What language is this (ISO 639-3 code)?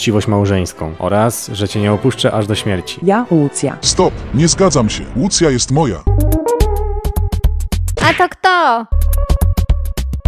pol